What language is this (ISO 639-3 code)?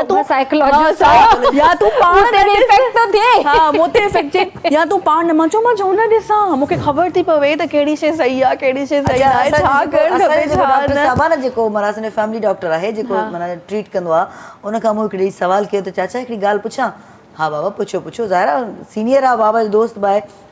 snd